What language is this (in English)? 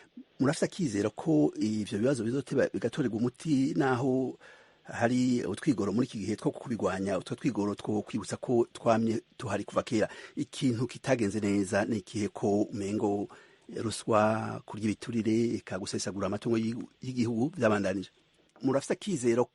Rundi